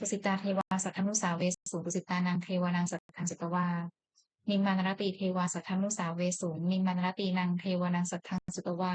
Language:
Pali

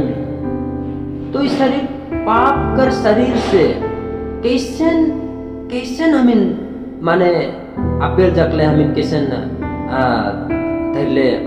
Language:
Sadri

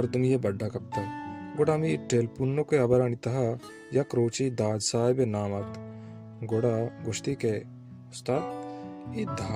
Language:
Baluchi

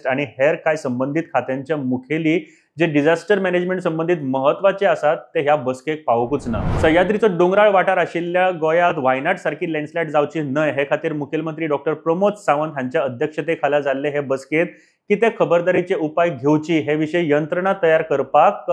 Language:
Konkani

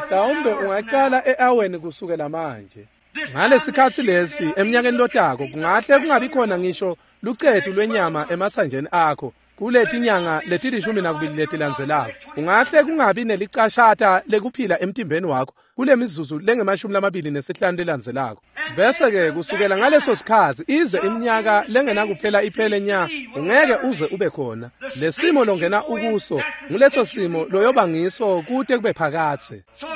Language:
Swati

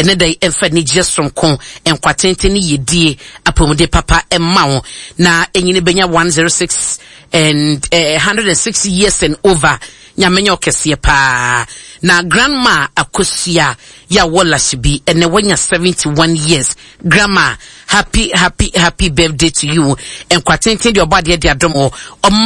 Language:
Akan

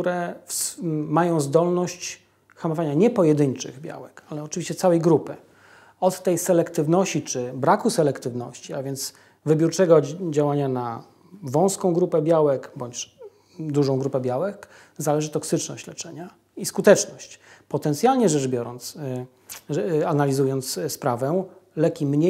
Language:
Polish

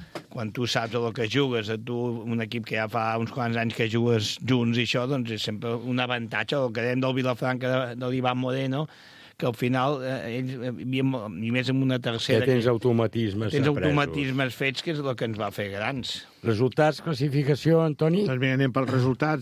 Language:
Catalan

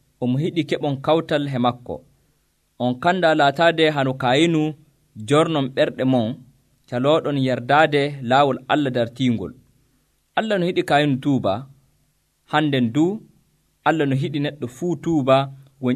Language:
Nigerian Fulfulde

